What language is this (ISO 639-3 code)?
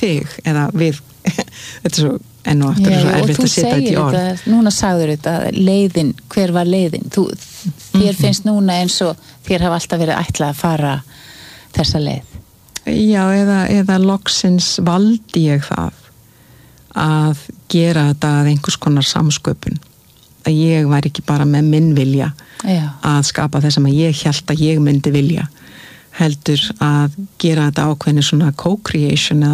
isl